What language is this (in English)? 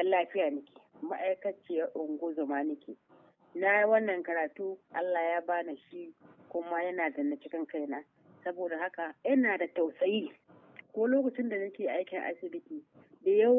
Hausa